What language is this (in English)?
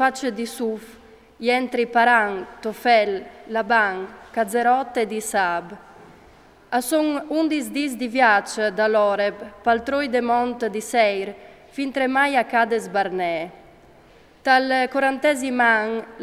Friulian